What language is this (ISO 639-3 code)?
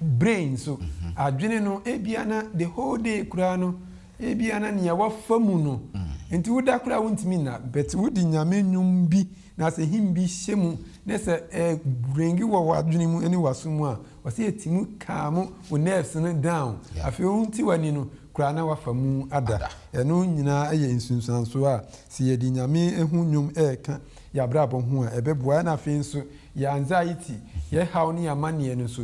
aka